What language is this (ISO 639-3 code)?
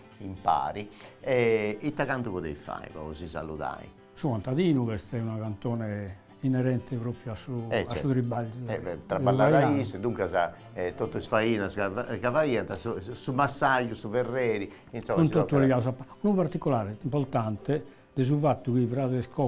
srd